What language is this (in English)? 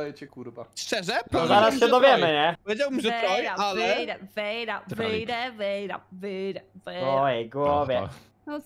Polish